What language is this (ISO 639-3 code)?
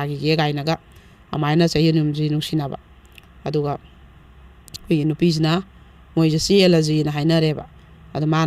mni